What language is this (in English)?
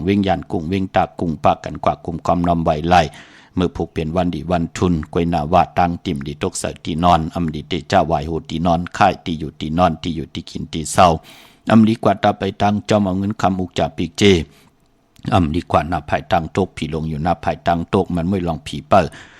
Shan